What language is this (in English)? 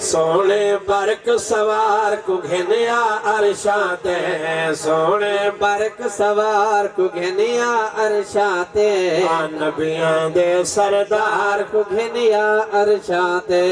Saraiki